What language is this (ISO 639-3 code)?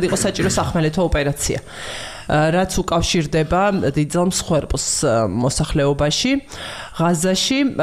kat